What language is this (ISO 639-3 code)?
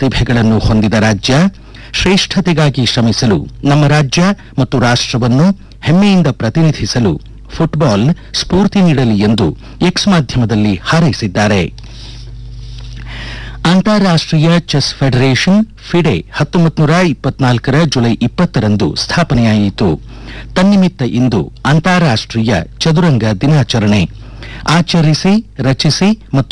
kan